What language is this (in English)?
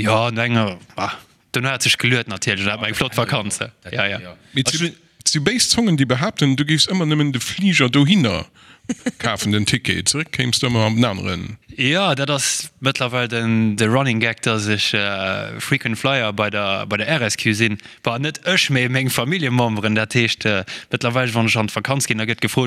Luxembourgish